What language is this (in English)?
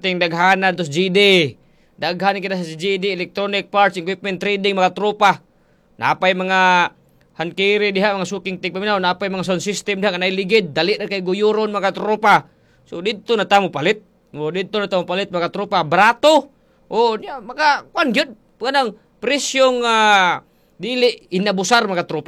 Cebuano